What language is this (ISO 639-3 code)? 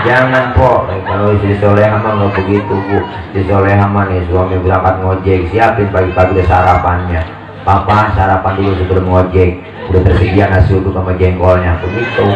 bew